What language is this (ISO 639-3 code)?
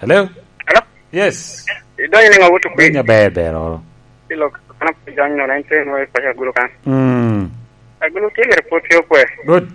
laj